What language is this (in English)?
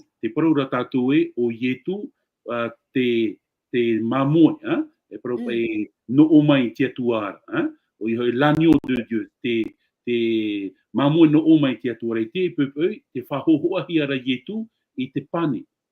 Tahitian